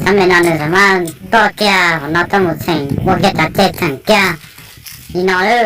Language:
Hmong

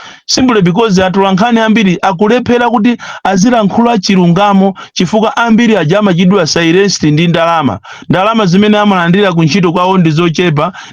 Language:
Nyanja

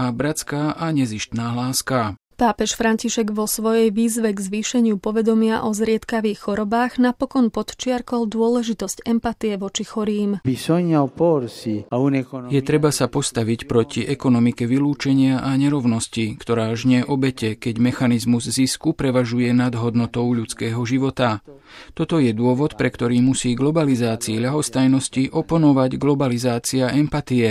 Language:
Slovak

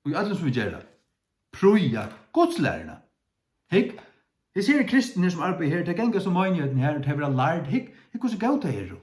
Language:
Faroese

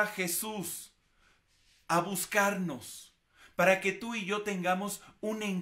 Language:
Spanish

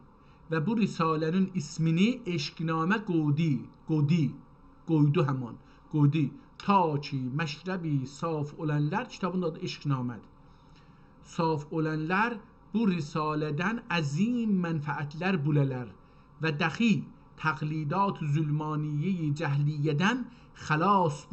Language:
South Azerbaijani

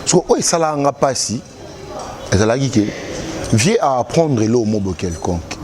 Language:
Lingala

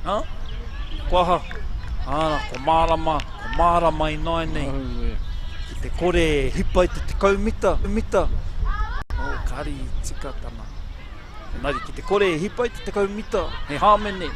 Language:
Māori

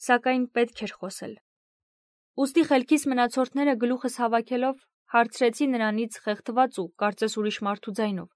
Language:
Armenian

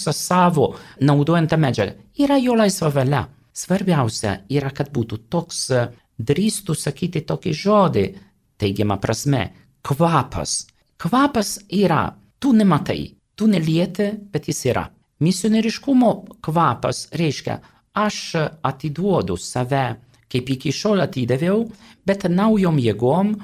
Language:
Lithuanian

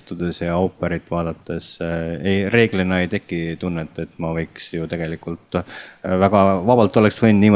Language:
Estonian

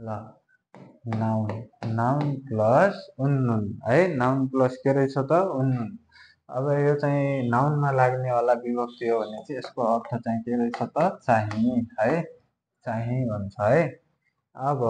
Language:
Nepali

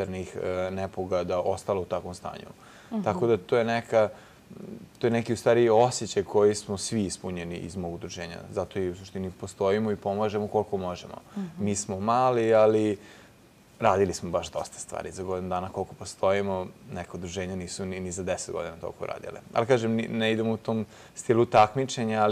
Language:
Serbian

